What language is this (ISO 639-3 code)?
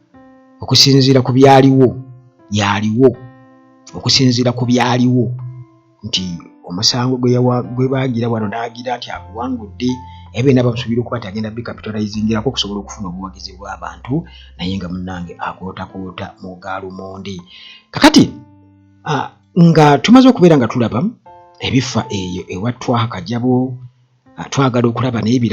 lug